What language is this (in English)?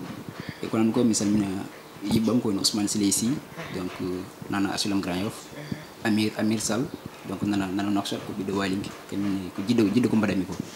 Fula